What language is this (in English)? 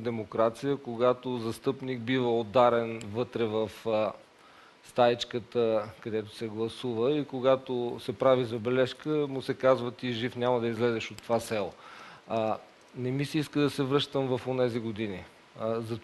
Bulgarian